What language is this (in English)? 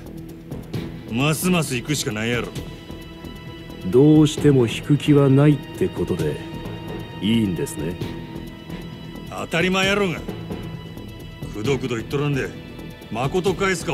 Japanese